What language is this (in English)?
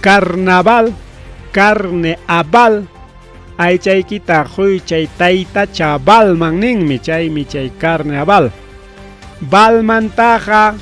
Ayacucho Quechua